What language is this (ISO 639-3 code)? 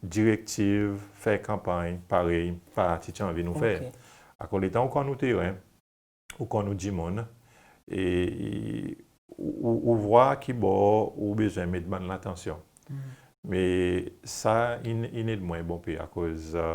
crs